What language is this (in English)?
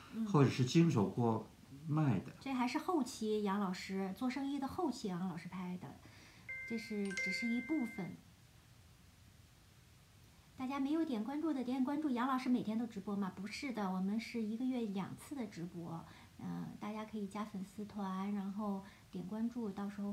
Chinese